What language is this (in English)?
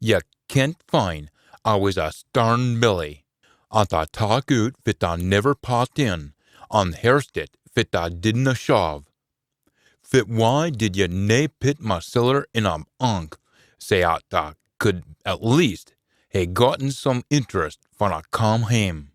Scots